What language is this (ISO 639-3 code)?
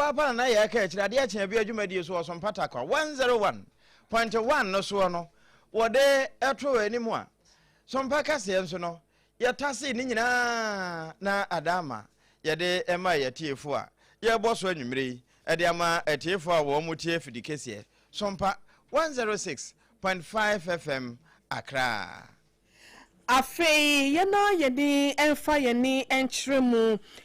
aka